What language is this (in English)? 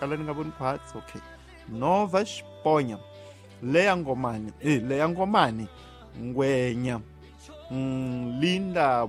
Tsonga